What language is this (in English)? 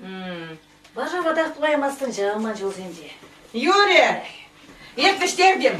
Chuvash